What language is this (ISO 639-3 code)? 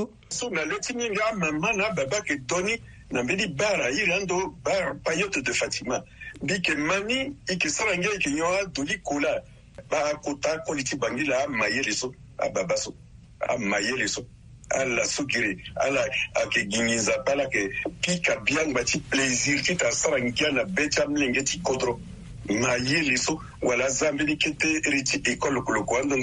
sag